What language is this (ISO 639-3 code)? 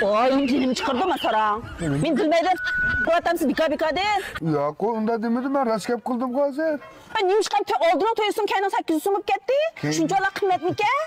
uig